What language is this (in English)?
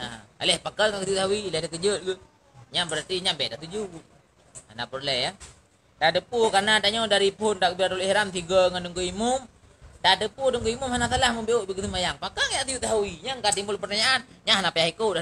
Achinese